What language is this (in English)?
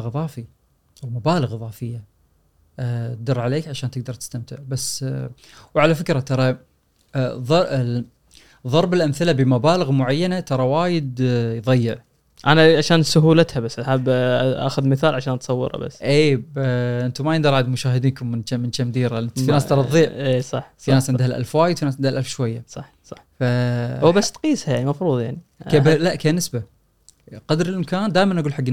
Gulf Arabic